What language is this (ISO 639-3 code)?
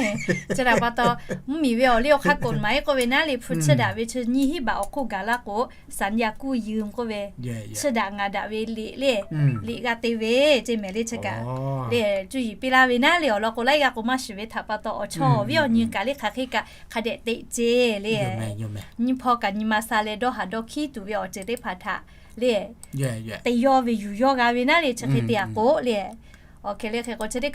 lhu